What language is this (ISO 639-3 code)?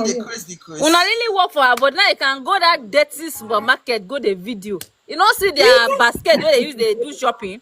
pcm